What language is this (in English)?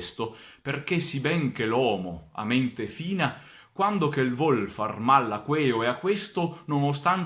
Venetian